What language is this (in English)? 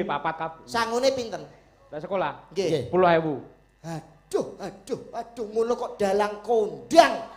Javanese